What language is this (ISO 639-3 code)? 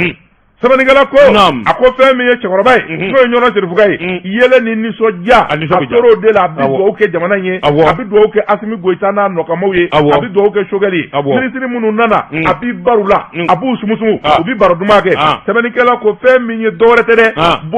bam